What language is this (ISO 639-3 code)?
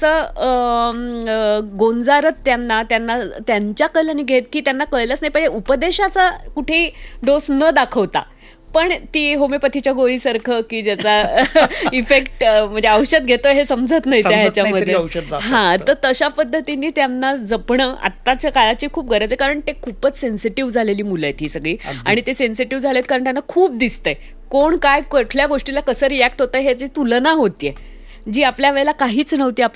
mar